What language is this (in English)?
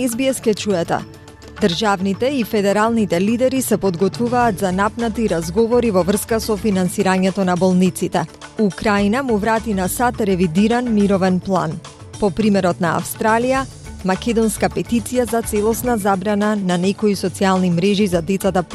Macedonian